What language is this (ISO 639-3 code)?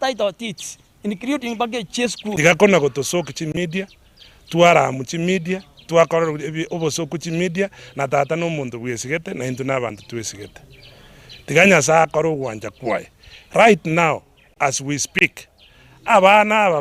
guz